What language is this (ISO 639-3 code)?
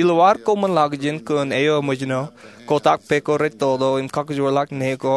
mah